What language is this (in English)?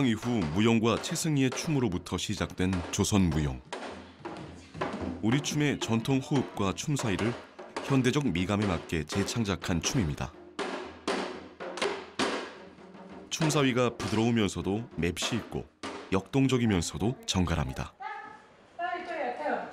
Korean